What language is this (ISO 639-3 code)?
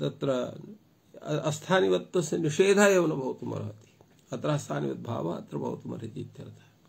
san